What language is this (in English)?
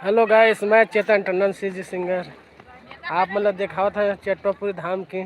Chhattisgarhi